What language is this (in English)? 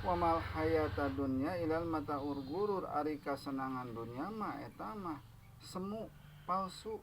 Sundanese